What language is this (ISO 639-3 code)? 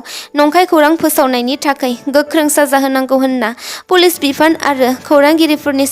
brx